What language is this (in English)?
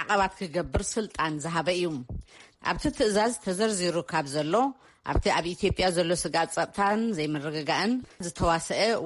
Tigrinya